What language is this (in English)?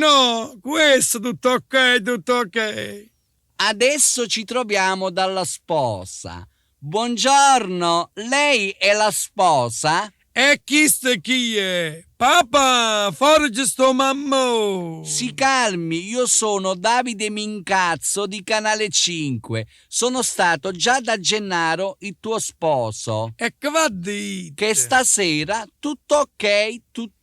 Neapolitan